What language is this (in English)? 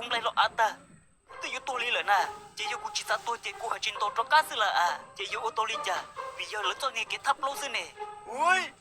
Hmong